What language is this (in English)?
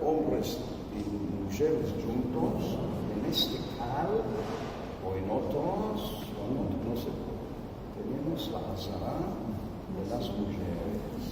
Ladino